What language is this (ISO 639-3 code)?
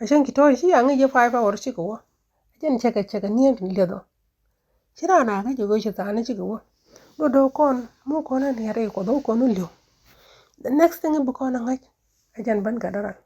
nus